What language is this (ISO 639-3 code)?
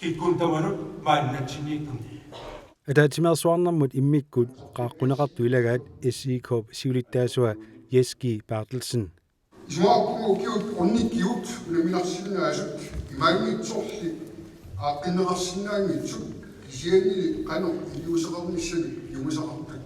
kal